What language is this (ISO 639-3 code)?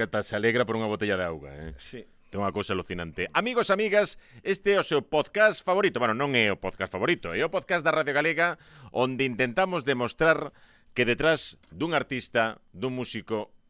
glg